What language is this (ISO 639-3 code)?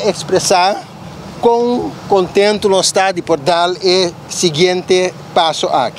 pap